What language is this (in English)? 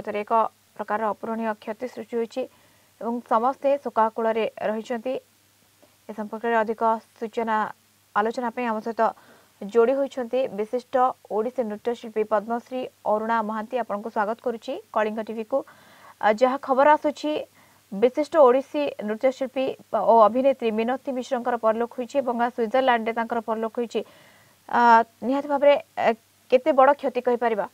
Odia